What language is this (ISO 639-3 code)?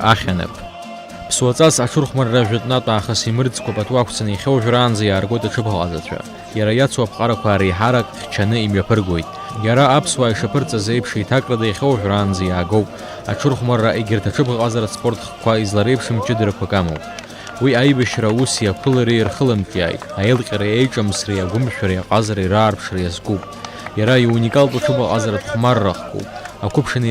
abk